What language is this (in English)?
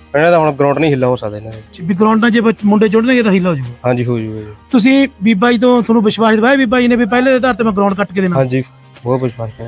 Punjabi